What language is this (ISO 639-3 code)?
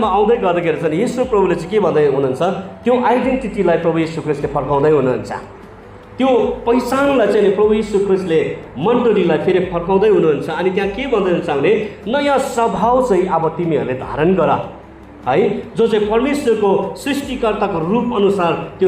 nep